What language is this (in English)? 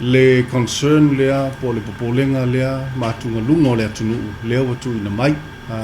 Samoan